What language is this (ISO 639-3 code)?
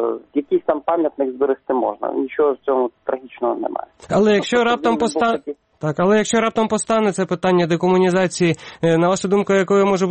ukr